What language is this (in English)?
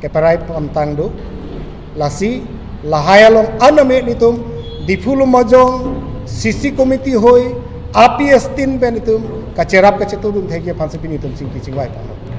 Karbi